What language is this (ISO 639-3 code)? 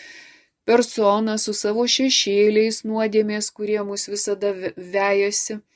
lit